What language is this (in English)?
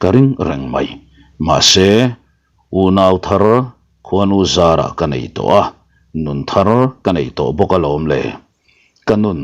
Mizo